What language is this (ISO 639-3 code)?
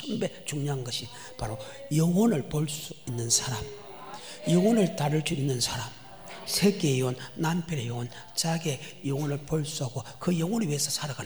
kor